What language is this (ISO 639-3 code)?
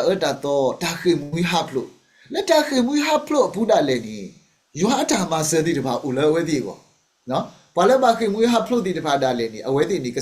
ksw